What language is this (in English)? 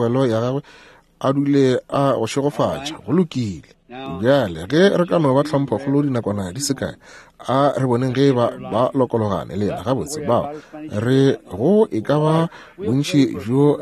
Northern Sotho